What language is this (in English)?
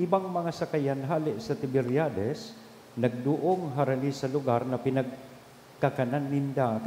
Bikol